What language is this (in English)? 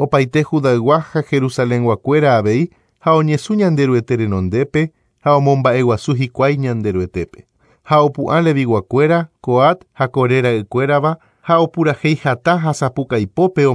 Guarani